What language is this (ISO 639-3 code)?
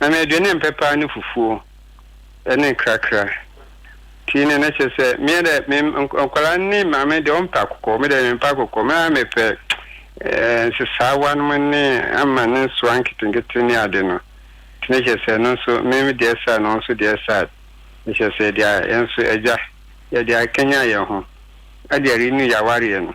aka